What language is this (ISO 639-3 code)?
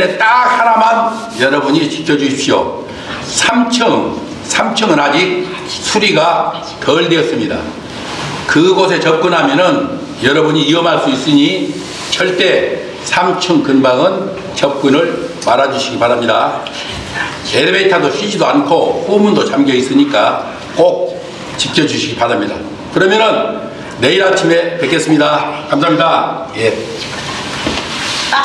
kor